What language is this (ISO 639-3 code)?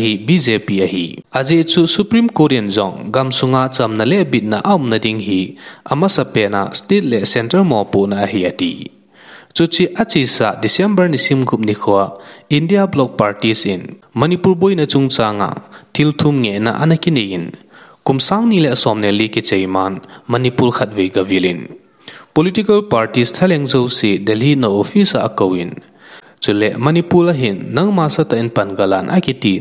tcz